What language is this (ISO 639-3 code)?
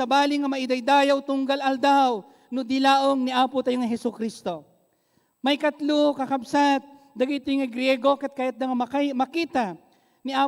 ilo